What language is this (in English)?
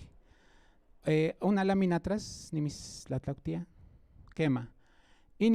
Central Nahuatl